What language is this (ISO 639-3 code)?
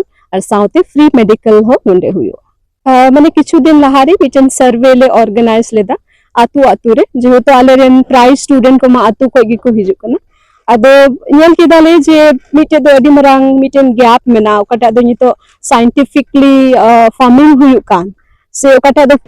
sat